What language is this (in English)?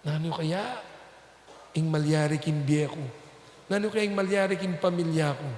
Pampanga